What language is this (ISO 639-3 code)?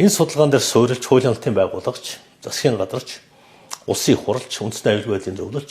mon